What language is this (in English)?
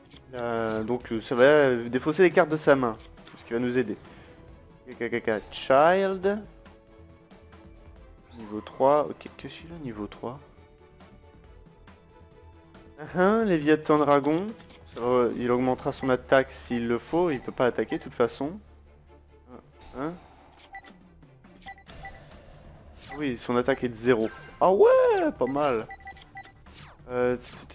French